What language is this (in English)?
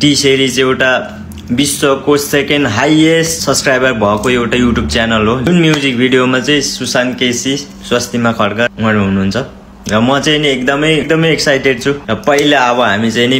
Nepali